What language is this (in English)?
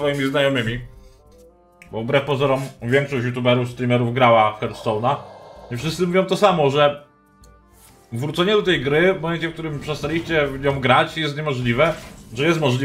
Polish